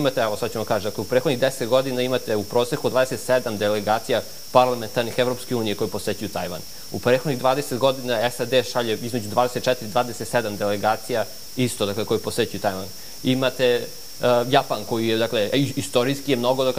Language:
Serbian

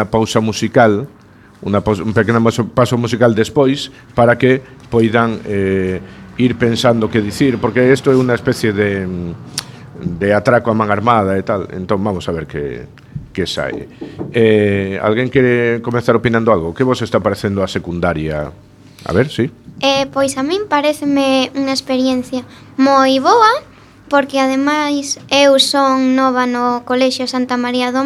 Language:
Galician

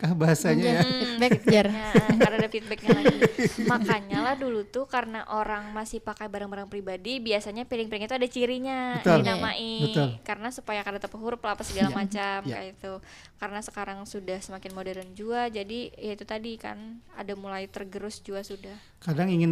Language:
Banjar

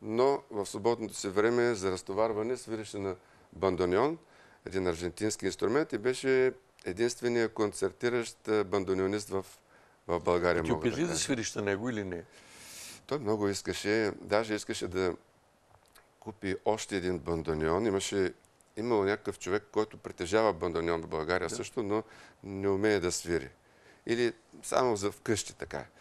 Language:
Bulgarian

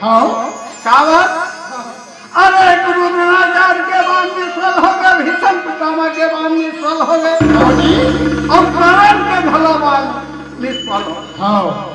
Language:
Chhattisgarhi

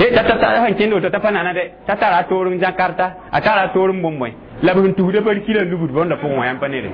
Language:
Mossi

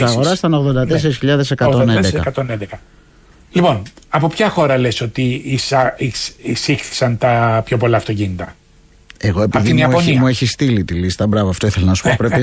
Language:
Greek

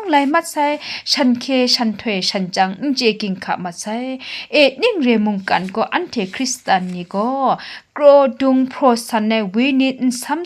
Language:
Kachin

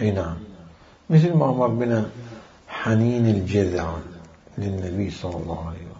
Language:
Mesopotamian Arabic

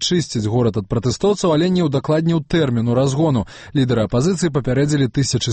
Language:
Belarusian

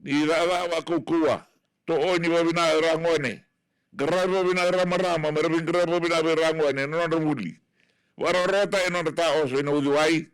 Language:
Fijian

